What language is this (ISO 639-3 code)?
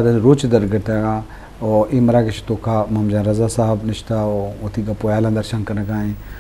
bgp